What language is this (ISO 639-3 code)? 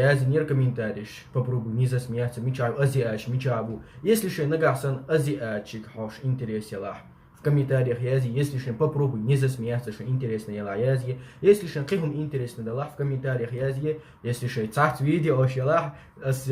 che